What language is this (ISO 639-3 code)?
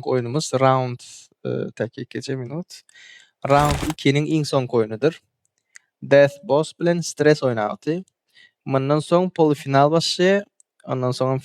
tuk